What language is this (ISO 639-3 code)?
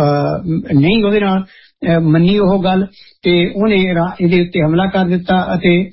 pan